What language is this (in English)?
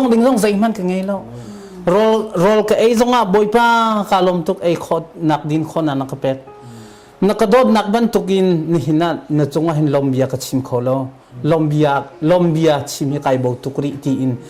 Hakha Chin